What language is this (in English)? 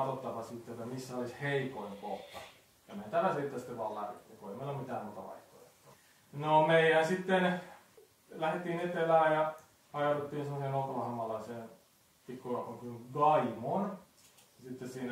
Finnish